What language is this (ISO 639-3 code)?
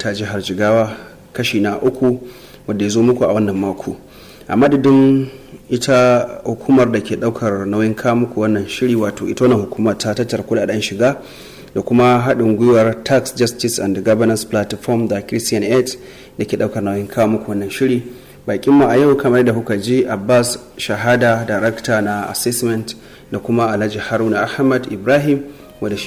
hau